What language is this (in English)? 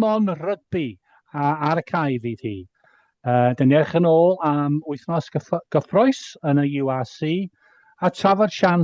Welsh